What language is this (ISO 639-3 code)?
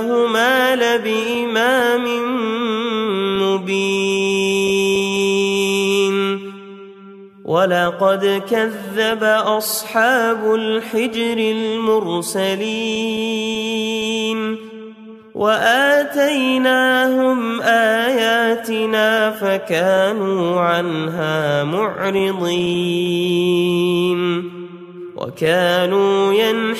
ara